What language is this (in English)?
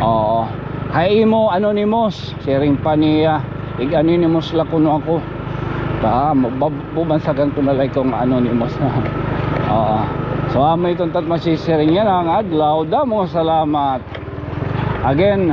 Waray